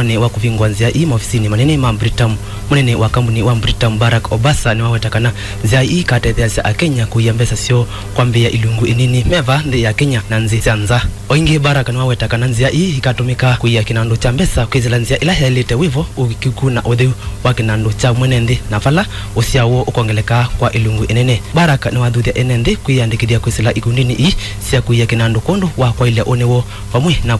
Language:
Kamba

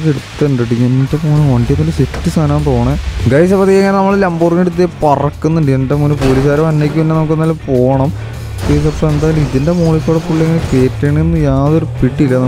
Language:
Malayalam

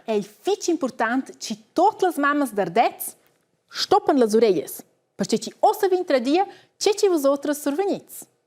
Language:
Romansh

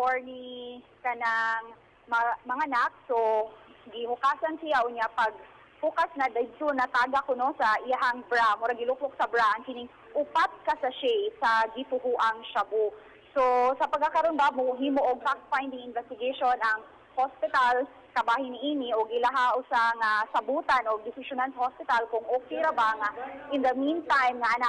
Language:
Cebuano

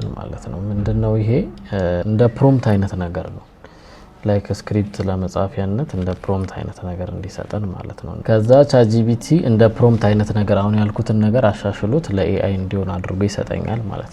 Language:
Amharic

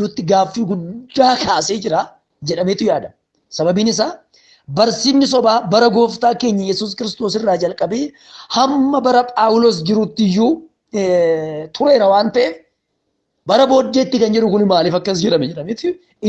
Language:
Oromo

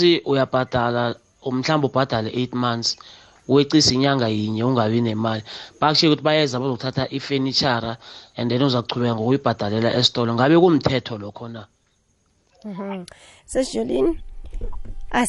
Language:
South Ndebele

